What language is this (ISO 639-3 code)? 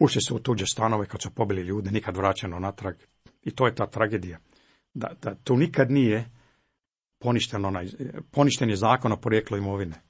hrv